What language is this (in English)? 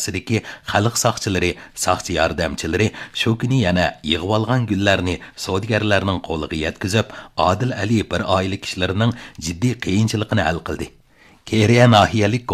Uyghur